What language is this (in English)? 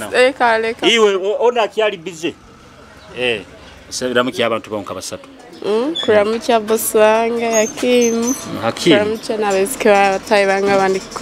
Nyoro